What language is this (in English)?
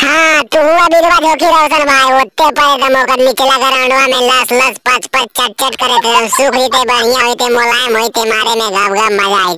Magahi